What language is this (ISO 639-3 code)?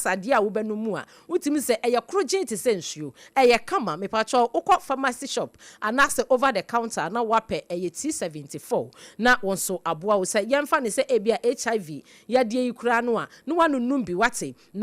aka